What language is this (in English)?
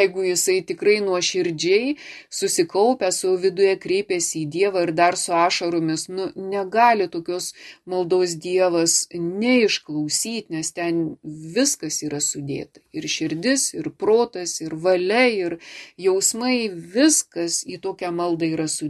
Lithuanian